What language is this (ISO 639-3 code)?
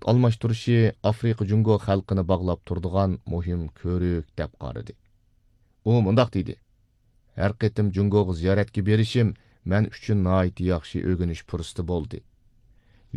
uig